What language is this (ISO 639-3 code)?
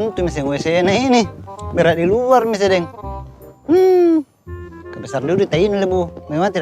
mfp